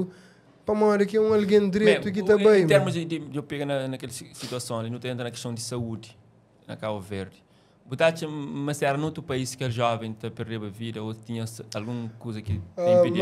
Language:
Kabuverdianu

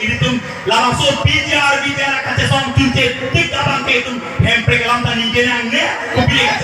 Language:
Karbi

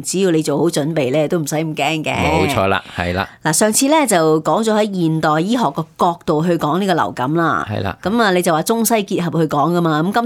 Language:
Cantonese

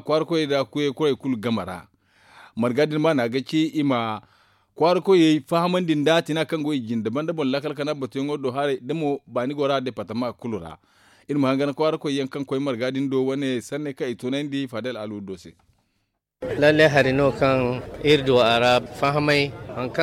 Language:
Zarma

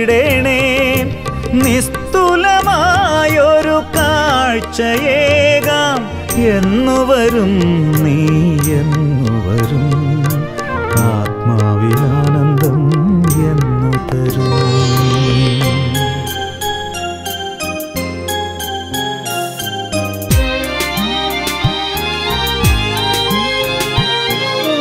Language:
Malayalam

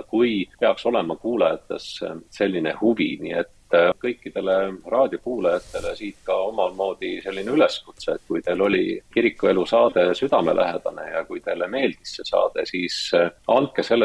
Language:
Estonian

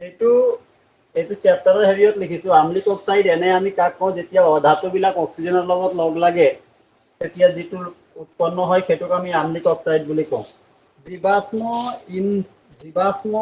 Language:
Assamese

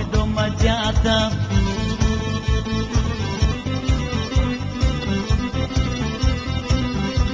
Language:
Bulgarian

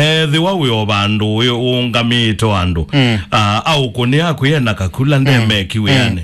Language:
Kamba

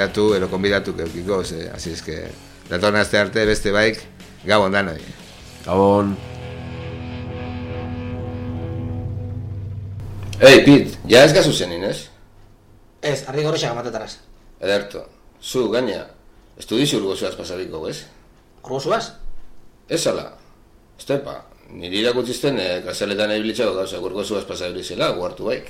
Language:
Basque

